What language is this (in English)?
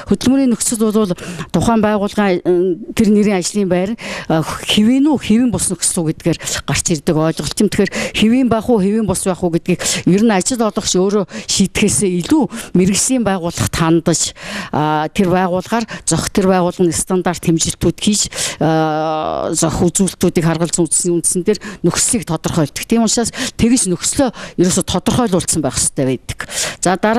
Mongolian